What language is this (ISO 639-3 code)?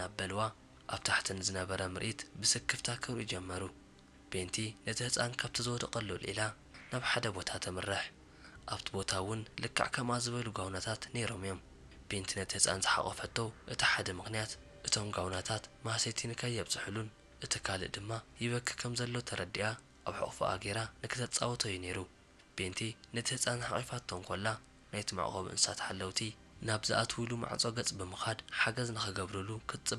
tir